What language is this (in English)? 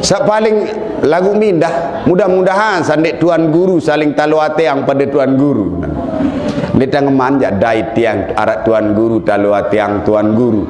Sasak